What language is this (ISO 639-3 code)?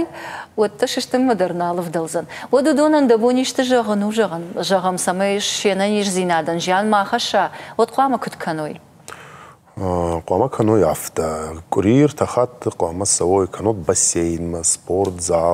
oss